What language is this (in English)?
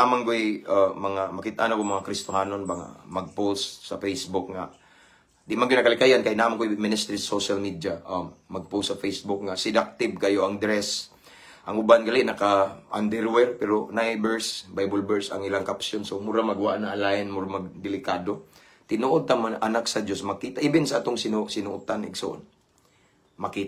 Cebuano